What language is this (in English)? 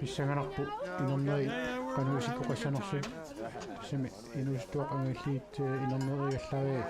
Kalaallisut